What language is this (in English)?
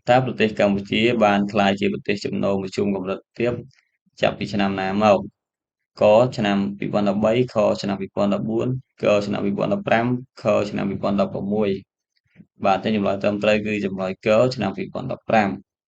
Khmer